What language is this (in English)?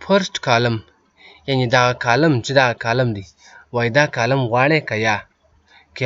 Pashto